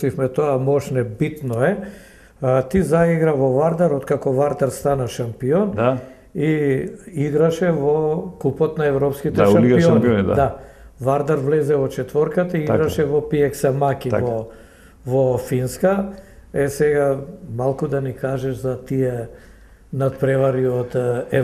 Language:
Macedonian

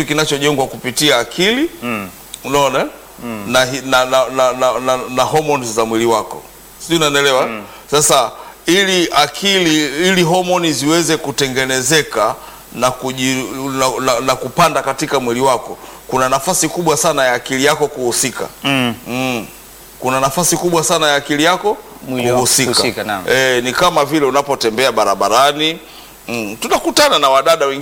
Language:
Swahili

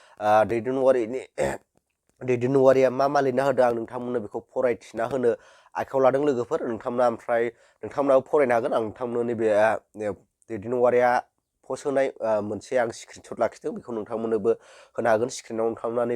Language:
Bodo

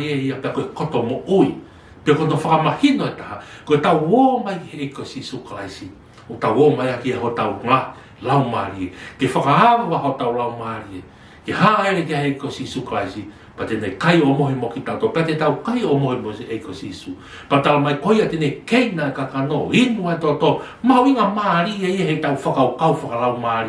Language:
Tongan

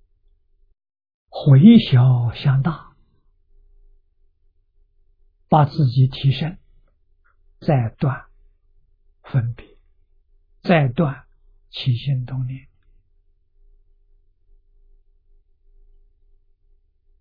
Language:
Chinese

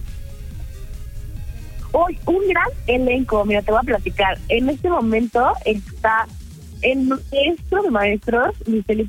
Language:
Spanish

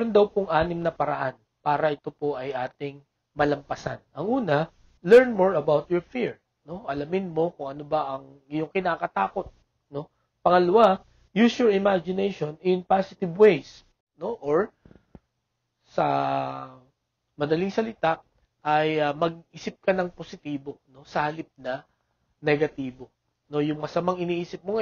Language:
Filipino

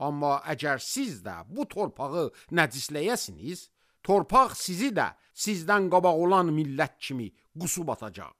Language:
Azerbaijani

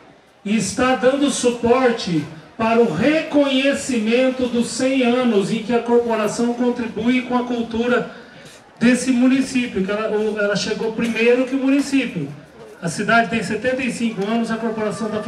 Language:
Portuguese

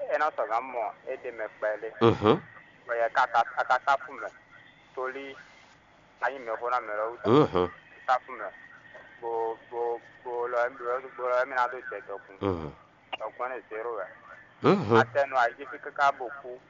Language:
Fon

